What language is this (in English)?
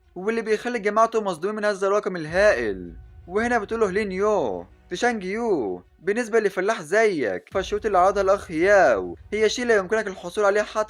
Egyptian Arabic